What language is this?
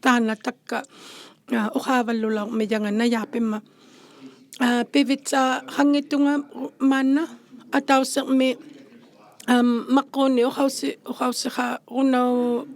Inuktitut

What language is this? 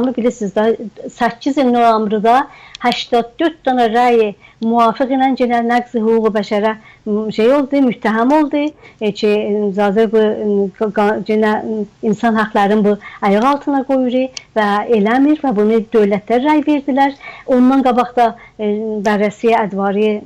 South Azerbaijani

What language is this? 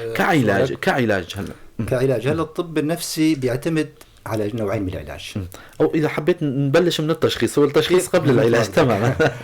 North Levantine Arabic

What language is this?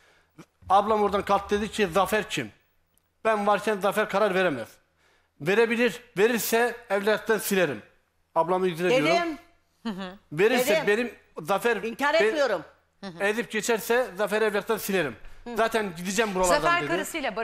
Turkish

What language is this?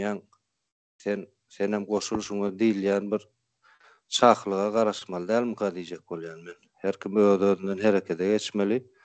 Turkmen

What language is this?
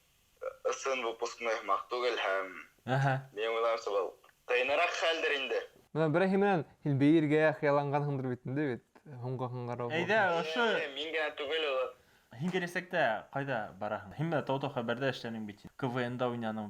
Bashkir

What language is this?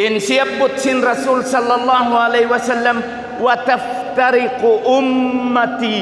Tausug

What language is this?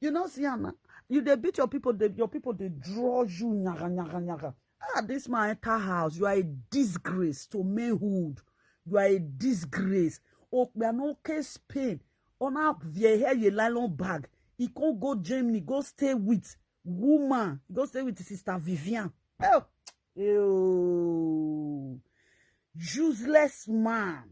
Nigerian Pidgin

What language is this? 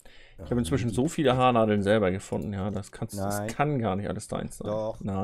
German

